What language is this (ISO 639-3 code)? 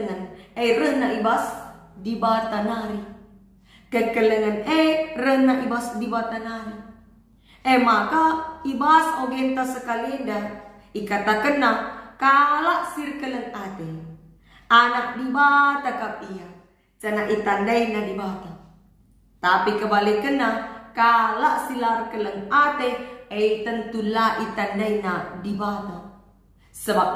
btx